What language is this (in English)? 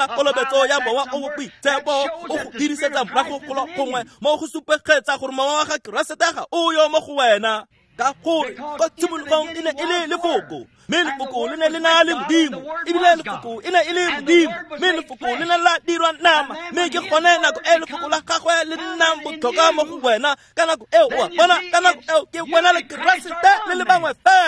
Tswana